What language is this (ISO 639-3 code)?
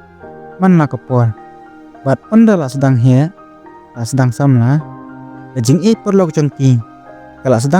kha